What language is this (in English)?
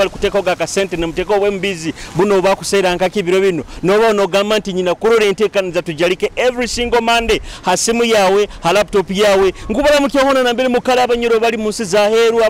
Nyoro